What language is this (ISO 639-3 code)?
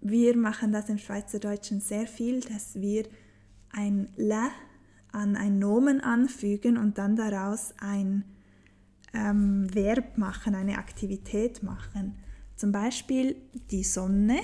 gsw